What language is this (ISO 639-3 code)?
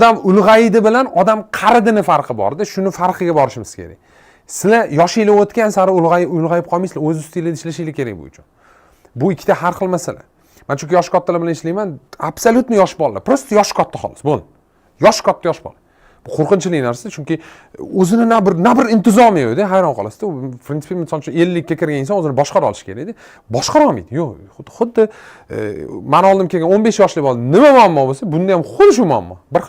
uzb